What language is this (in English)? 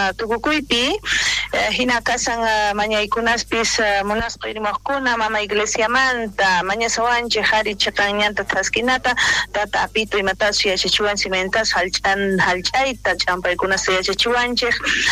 South Bolivian Quechua